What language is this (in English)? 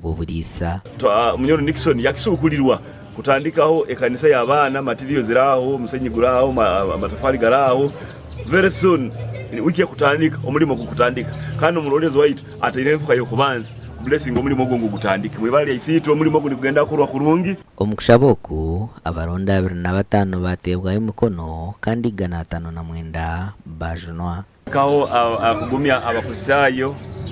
Nyankole